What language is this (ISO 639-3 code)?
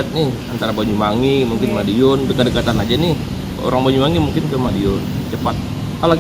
bjn